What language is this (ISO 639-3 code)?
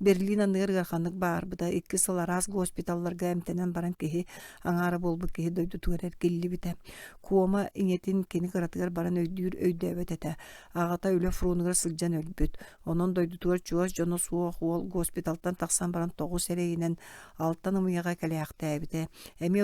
sah